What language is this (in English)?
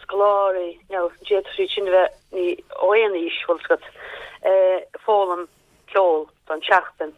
Irish